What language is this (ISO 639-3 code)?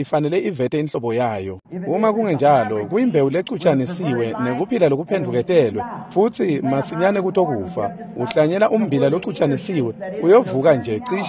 ssw